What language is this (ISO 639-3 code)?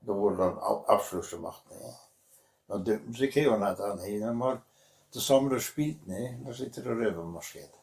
wep